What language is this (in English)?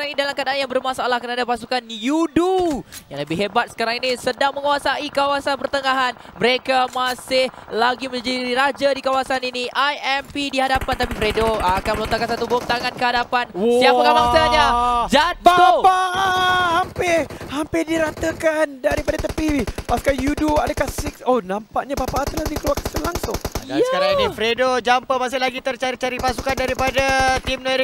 Malay